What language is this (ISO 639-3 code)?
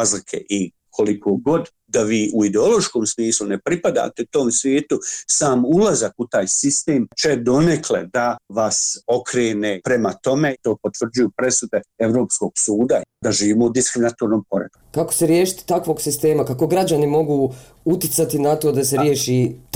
bos